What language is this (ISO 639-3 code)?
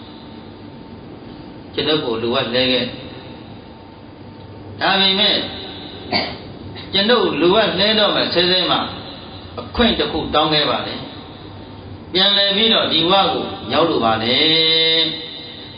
mya